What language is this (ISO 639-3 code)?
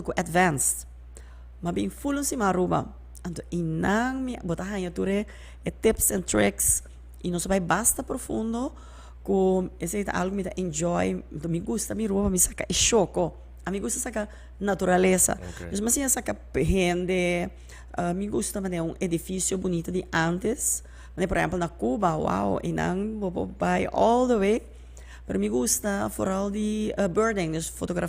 pap